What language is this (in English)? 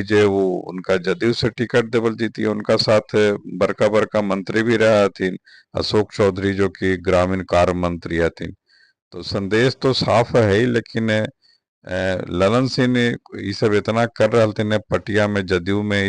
Magahi